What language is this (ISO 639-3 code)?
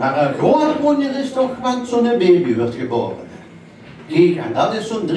lim